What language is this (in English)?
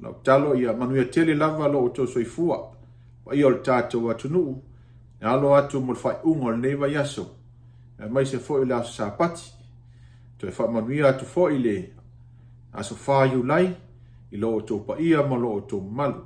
Samoan